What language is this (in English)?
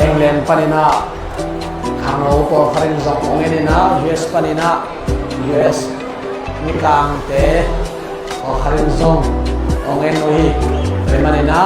Tedim Chin